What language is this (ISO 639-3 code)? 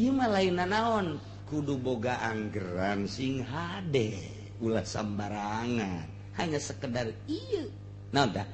sun